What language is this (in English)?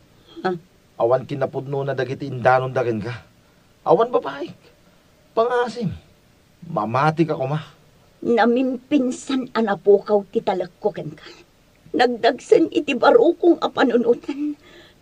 Iloko